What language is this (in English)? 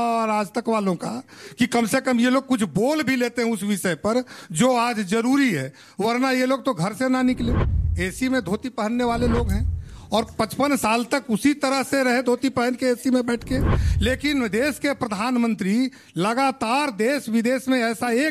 Hindi